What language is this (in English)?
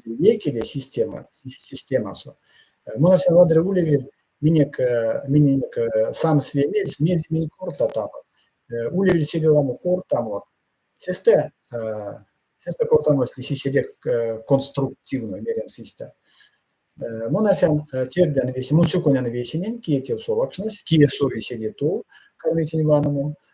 Erzya